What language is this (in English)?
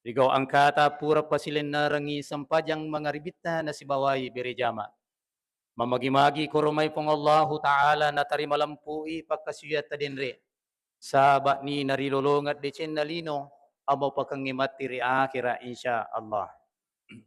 Buginese